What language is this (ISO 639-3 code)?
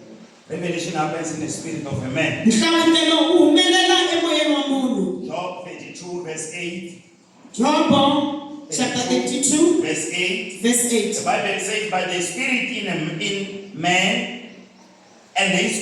tso